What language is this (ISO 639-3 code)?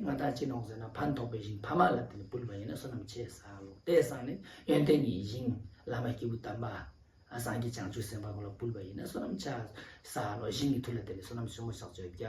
lbj